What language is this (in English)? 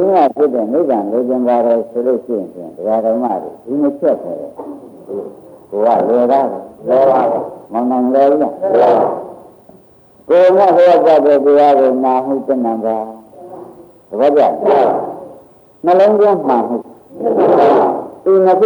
Burmese